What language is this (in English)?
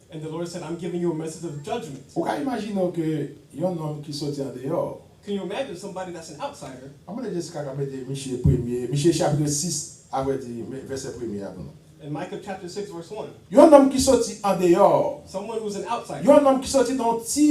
Haitian Creole